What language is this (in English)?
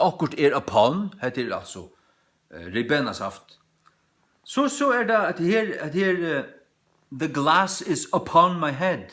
Faroese